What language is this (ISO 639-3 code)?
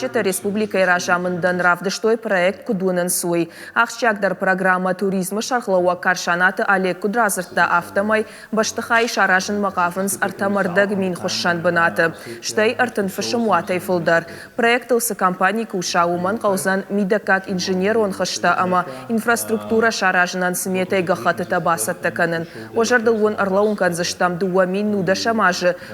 oss